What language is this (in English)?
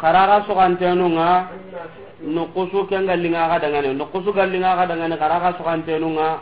Soninke